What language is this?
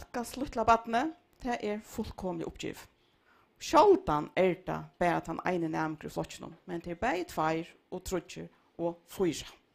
Faroese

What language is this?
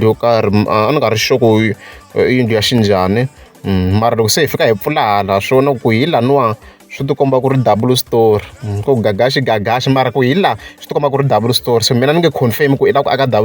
Tsonga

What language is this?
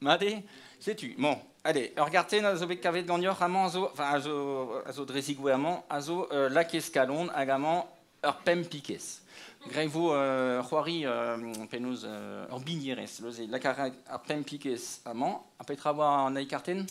Breton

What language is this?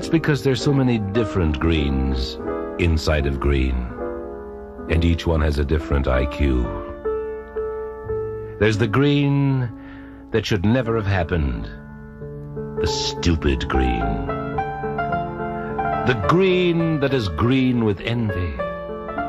English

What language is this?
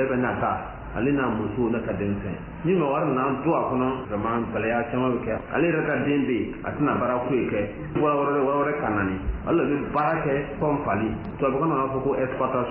Bambara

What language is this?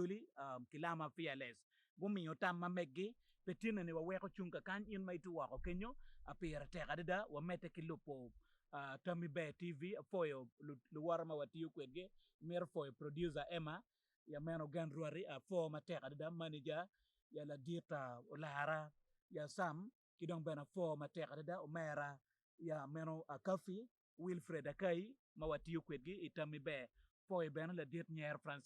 Acoli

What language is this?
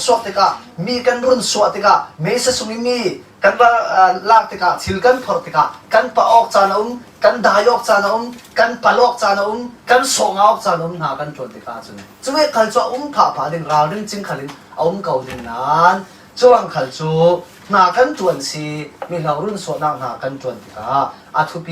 Falam Chin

